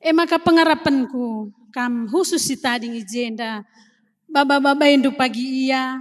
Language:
Batak Karo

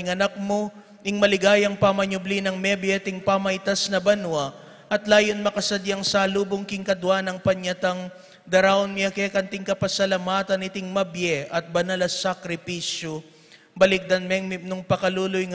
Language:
Pampanga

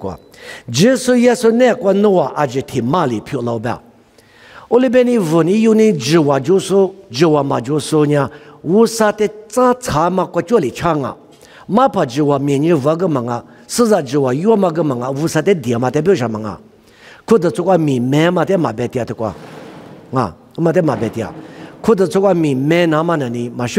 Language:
Lisu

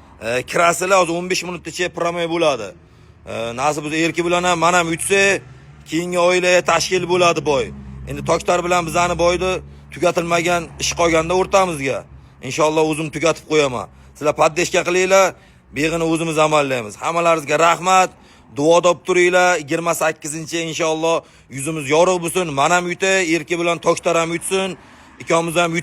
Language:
Uzbek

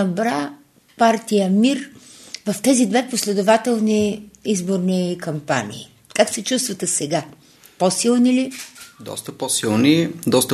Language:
Bulgarian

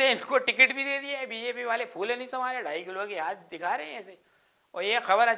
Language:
Hindi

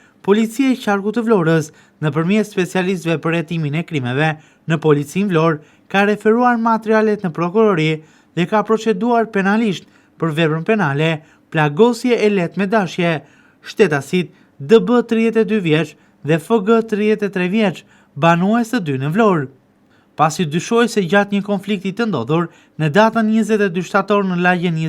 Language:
Albanian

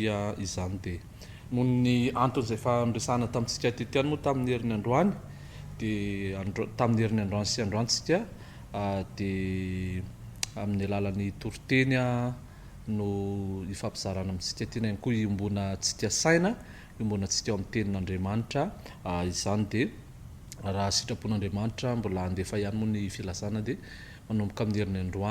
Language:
Malagasy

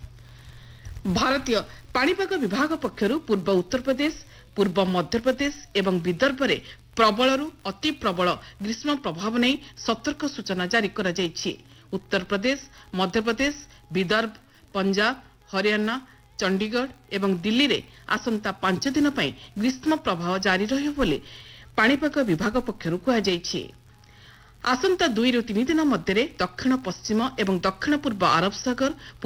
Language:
Odia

